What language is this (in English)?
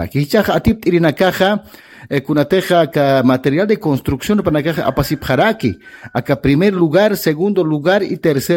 Aymara